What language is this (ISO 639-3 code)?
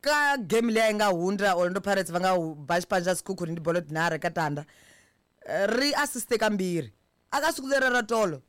tso